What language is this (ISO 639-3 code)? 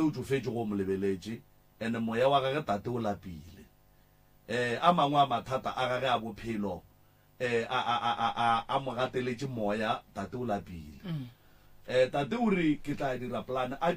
nso